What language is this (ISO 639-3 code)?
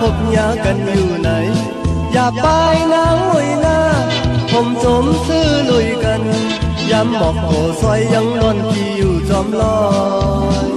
shn